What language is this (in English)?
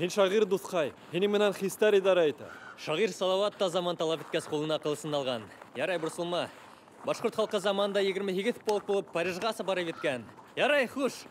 Bashkir